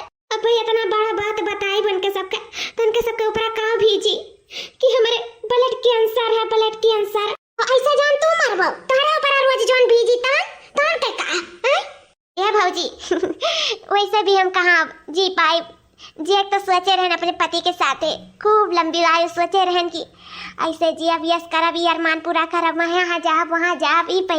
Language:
Awadhi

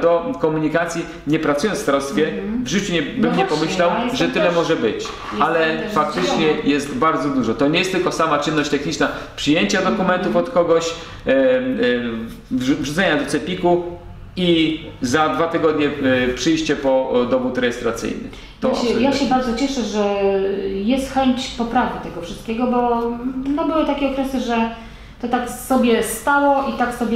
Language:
Polish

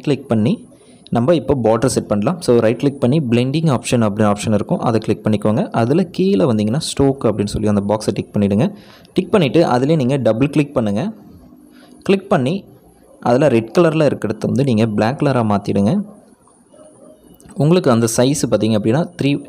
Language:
Tamil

